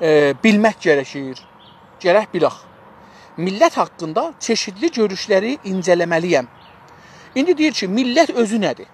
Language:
South Azerbaijani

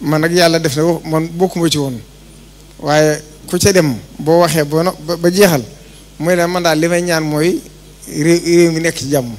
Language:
Wolof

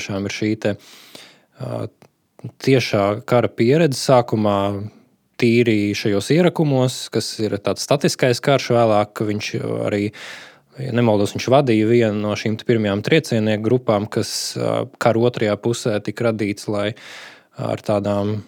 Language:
Latvian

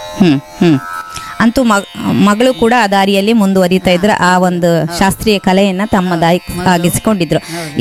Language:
Kannada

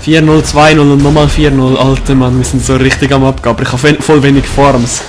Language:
Swiss German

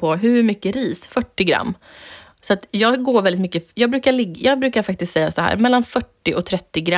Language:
Swedish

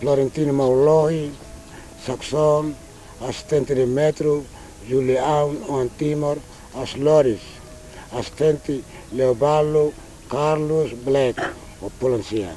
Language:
Tetum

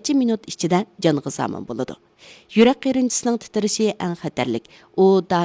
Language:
Uyghur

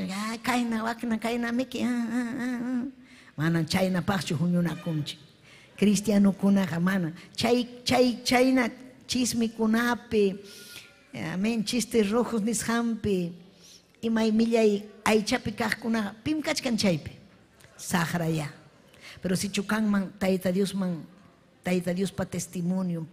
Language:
Ayacucho Quechua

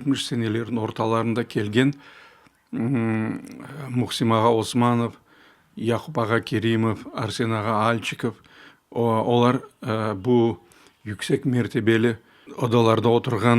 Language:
Crimean Tatar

